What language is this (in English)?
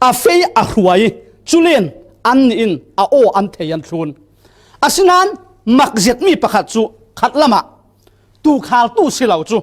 Falam Chin